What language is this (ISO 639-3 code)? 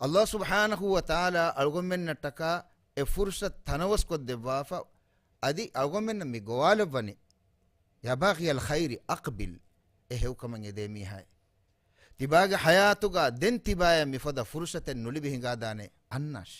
div